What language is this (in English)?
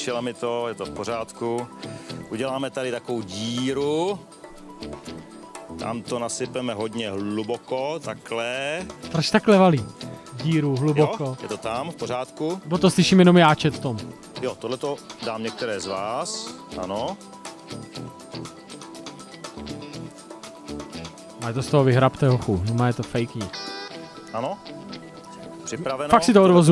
Czech